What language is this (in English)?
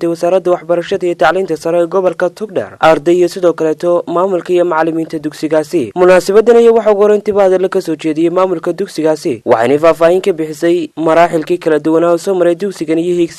Somali